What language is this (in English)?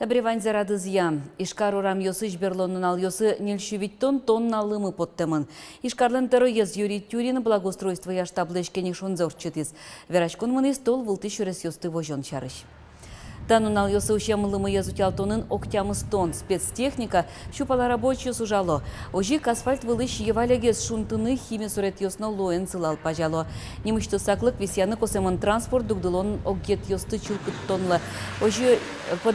Udmurt